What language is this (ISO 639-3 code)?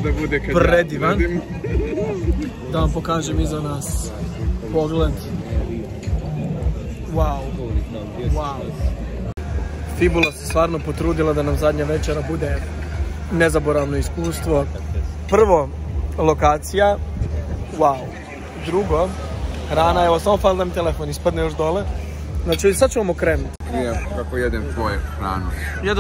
hrv